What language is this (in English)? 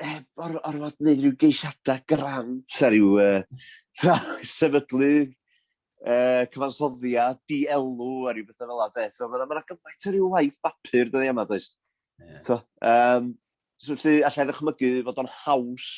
Welsh